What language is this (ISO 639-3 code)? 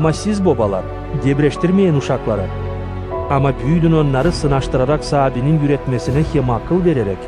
gag